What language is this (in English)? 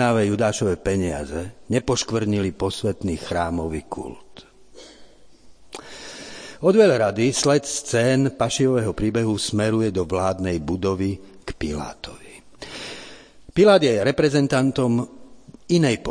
Slovak